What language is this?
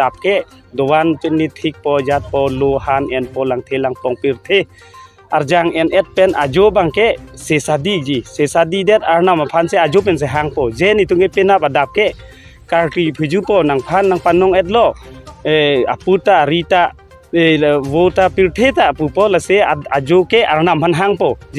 Karbi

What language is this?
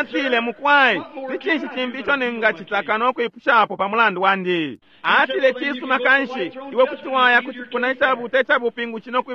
Bemba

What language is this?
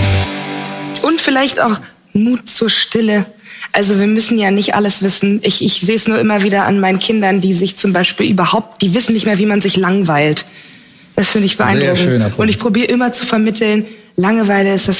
German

